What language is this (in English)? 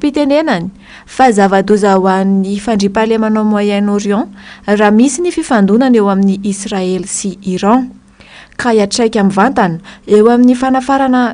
Malagasy